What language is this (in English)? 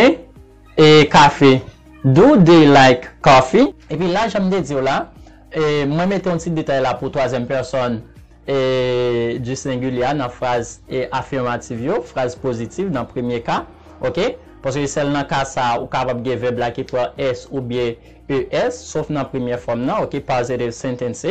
Haitian Creole